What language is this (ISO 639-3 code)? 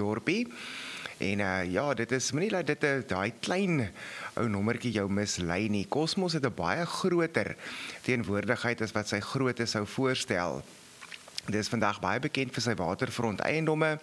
afr